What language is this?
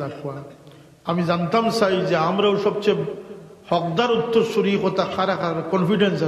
Sylheti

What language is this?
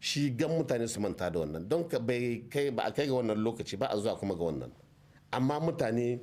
Hausa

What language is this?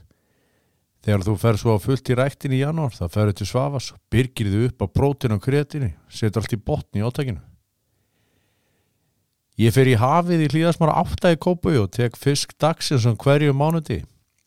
Icelandic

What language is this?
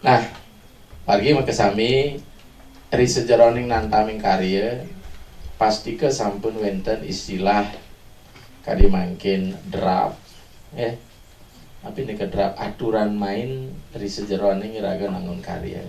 Balinese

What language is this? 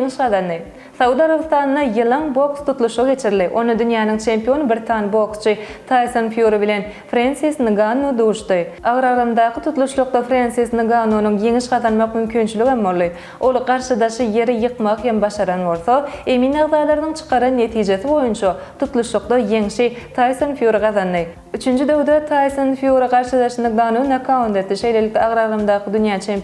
Turkmen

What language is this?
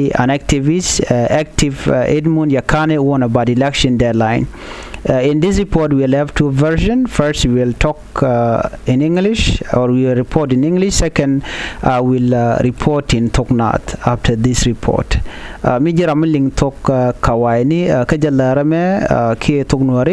Nuer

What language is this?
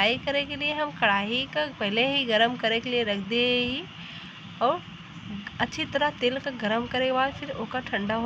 Awadhi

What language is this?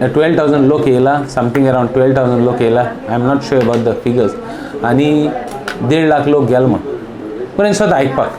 Konkani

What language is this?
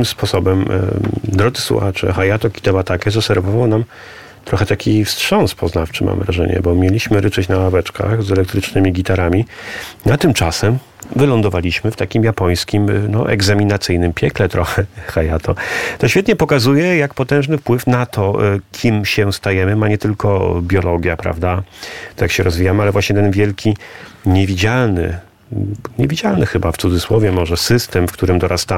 Polish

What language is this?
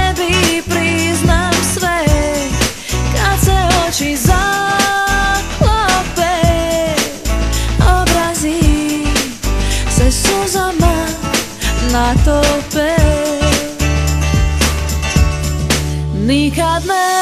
Croatian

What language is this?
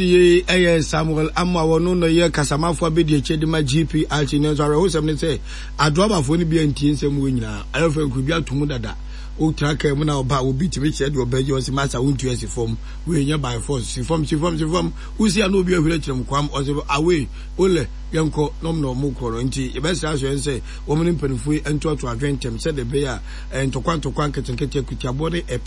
Akan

